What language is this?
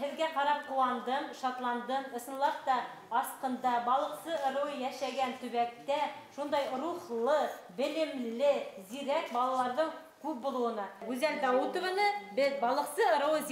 Bashkir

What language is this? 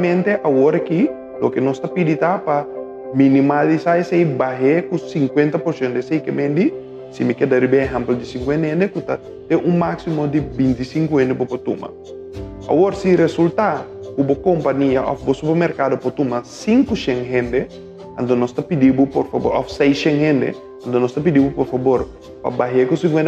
Papiamento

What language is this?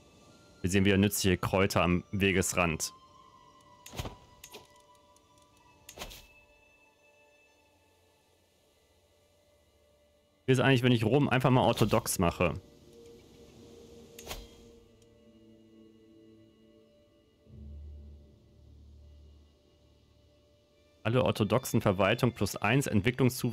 German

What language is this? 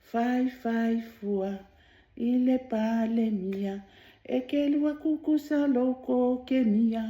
Samoan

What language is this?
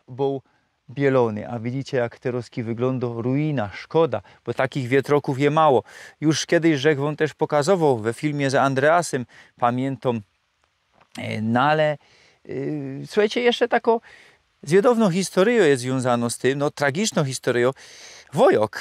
Silesian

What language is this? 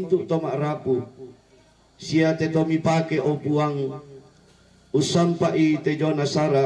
Toraja-Sa'dan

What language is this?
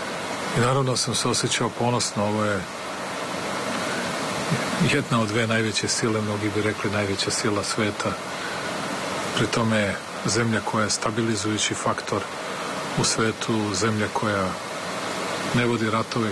Serbian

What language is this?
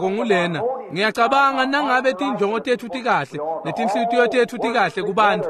Swati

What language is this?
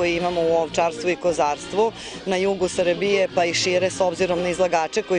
Serbian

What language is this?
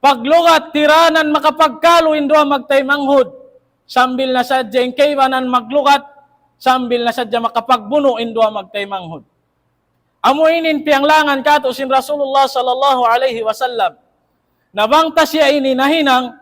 Tausug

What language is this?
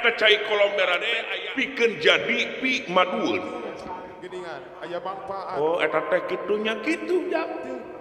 Sundanese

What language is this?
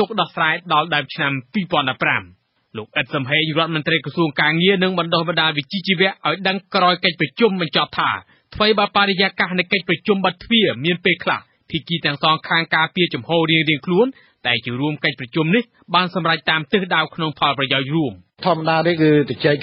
Khmer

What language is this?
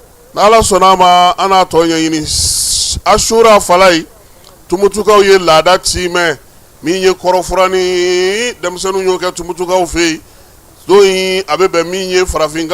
Bambara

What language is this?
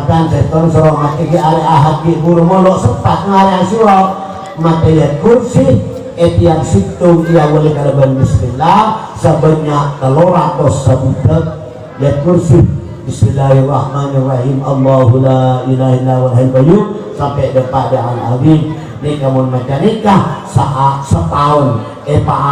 Madurese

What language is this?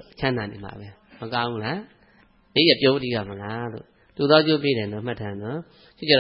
Burmese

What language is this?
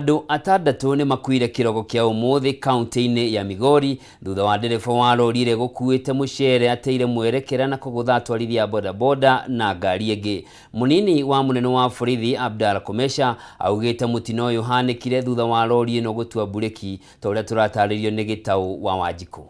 Kikuyu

